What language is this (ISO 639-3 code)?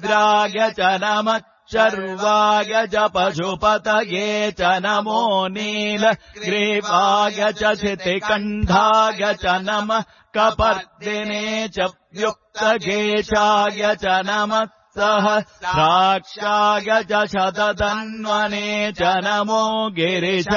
san